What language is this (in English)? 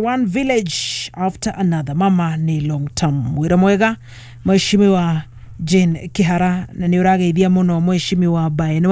Kikuyu